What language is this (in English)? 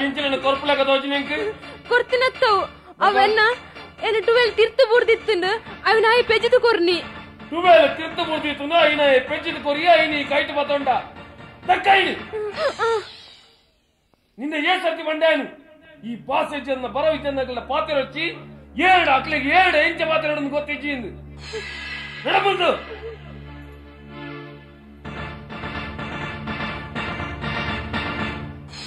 Tulu